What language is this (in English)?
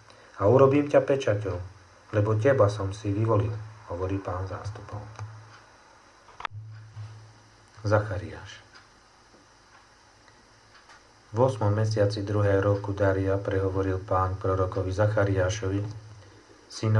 Slovak